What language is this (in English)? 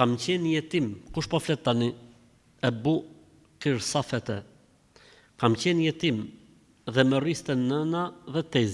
Albanian